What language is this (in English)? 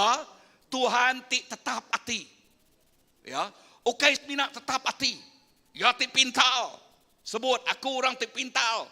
Iban